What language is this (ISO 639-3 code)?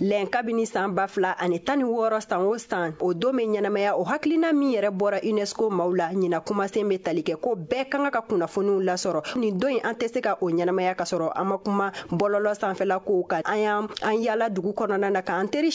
bam